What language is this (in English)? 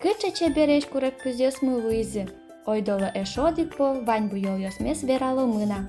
Udmurt